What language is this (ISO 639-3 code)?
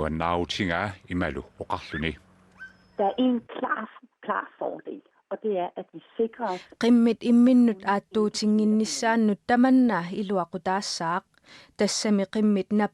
kal